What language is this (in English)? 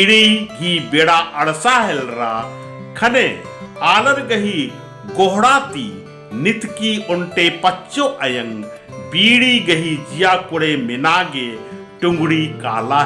Kurukh